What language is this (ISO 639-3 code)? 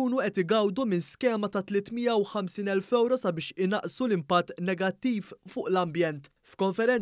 mlt